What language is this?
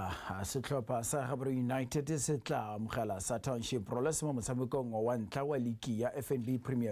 Tswana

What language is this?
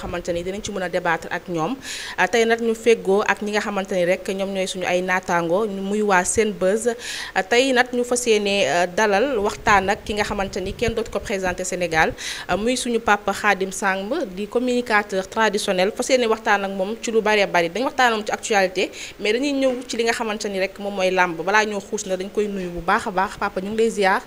Wolof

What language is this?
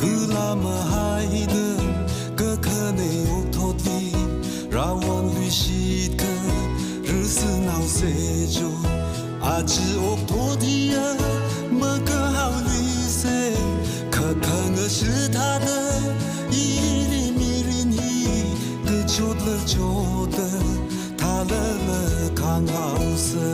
Tangkhul Naga (India)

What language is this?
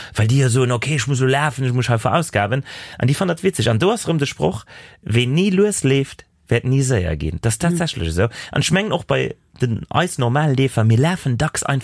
Luxembourgish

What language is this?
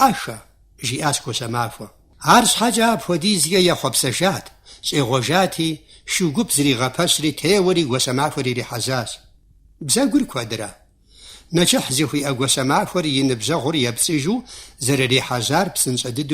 Kabardian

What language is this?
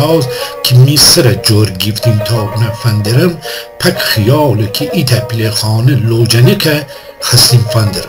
Gilaki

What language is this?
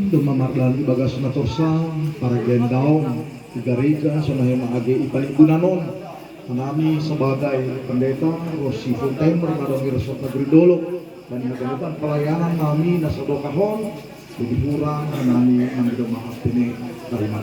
Batak Simalungun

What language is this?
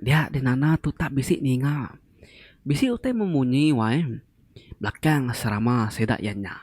Iban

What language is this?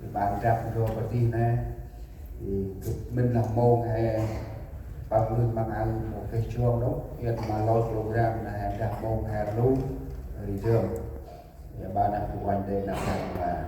Central Mnong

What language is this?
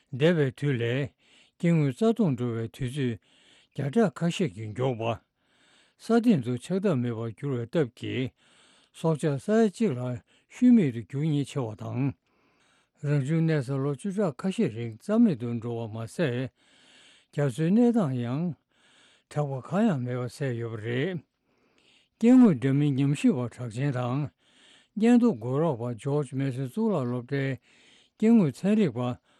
Tibetan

